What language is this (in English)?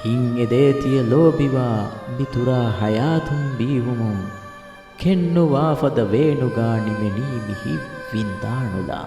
Divehi